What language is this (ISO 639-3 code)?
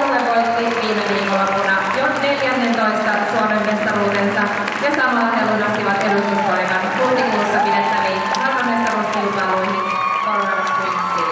fin